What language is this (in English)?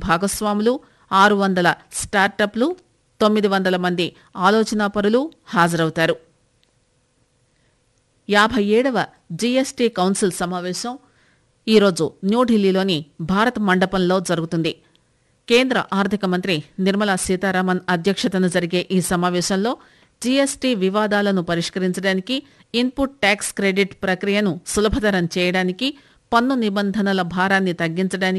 Telugu